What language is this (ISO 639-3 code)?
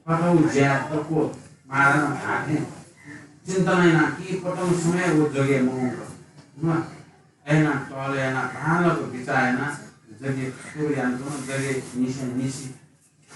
new